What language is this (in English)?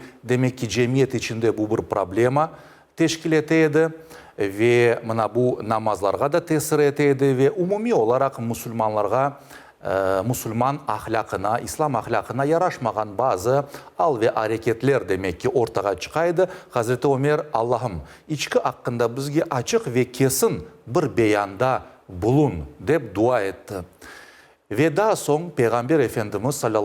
Crimean Tatar